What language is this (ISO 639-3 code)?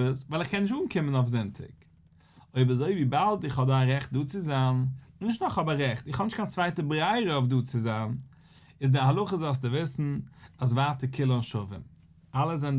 yid